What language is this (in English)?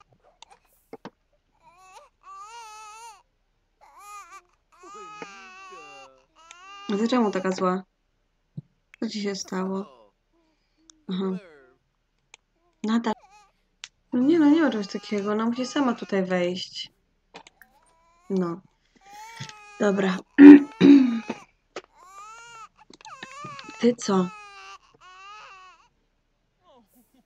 Polish